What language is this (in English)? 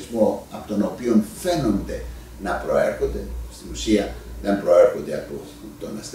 Greek